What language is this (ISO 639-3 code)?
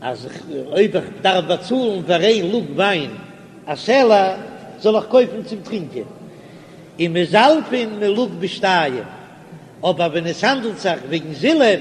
yid